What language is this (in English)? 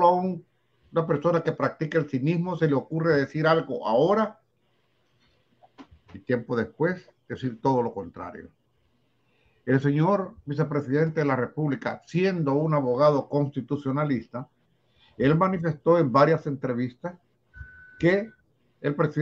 Spanish